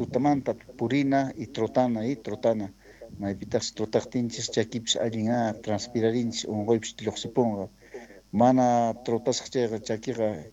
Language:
South Bolivian Quechua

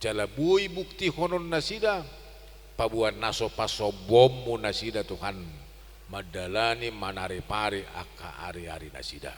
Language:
Batak Toba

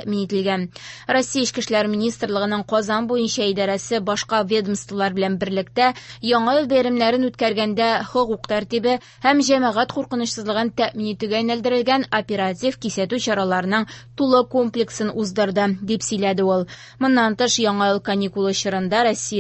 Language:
Tatar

